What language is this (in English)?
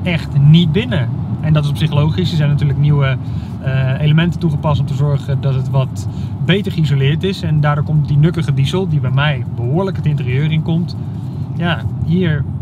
Dutch